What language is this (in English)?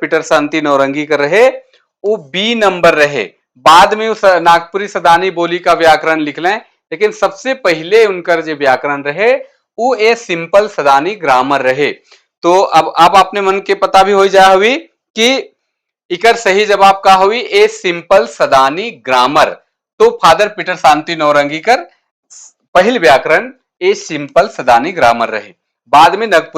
Sadri